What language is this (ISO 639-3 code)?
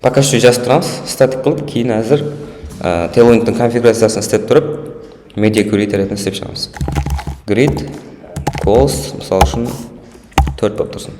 kaa